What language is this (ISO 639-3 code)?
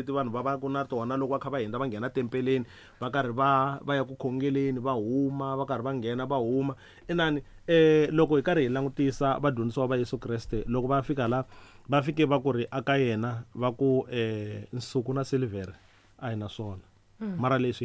tso